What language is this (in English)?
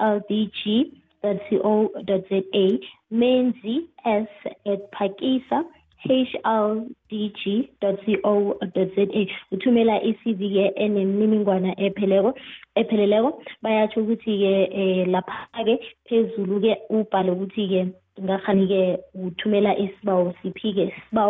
South Ndebele